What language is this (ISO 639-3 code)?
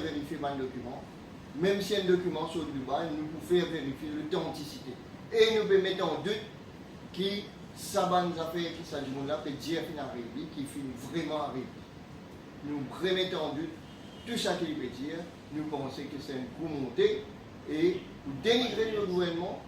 mfe